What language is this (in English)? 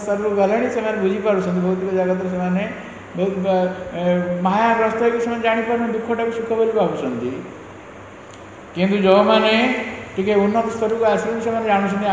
Odia